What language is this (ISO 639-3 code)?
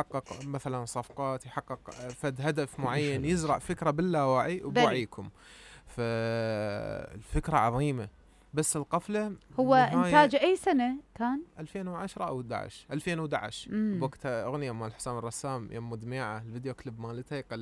acm